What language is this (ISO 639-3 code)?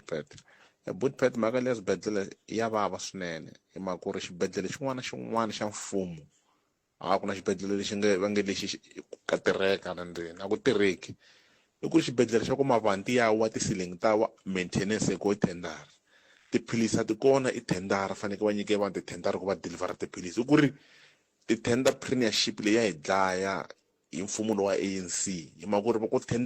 tso